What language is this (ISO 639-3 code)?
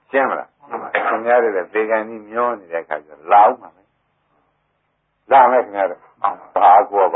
mya